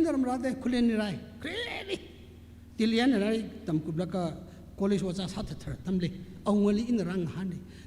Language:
Tangkhul Naga (India)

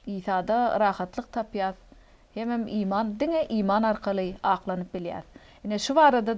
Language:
Turkmen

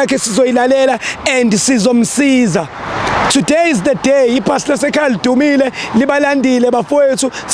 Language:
Zulu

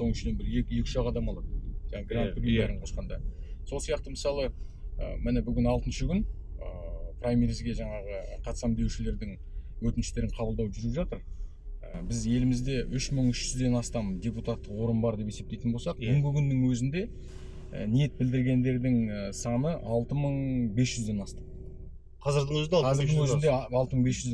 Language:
Kazakh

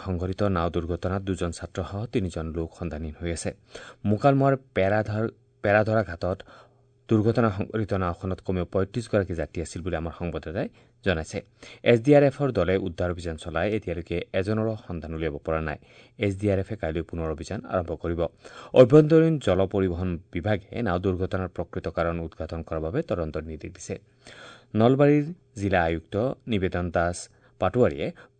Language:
Assamese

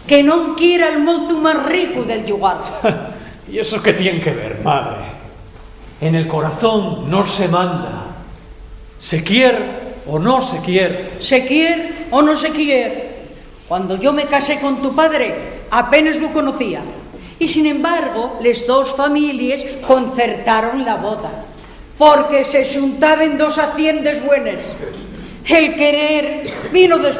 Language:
Asturian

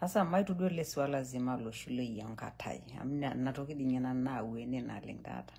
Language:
Masai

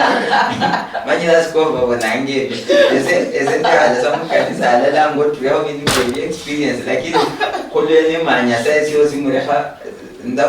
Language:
Luyia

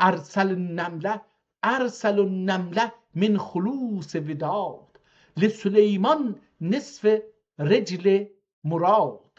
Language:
South Azerbaijani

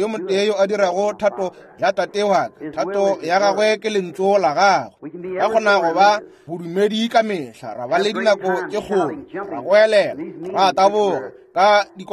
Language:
Northern Sotho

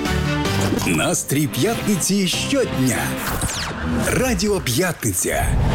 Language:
Ukrainian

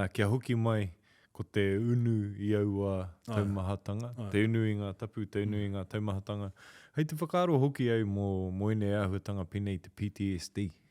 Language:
Māori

